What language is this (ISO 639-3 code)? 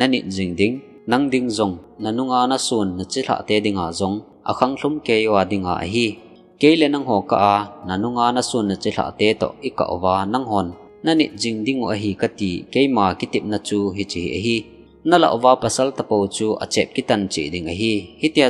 tcz